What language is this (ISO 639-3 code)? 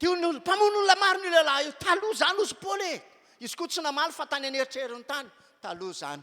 mlg